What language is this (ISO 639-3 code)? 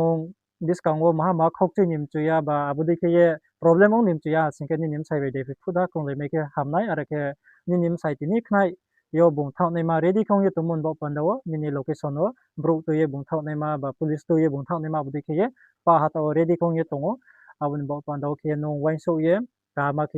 ria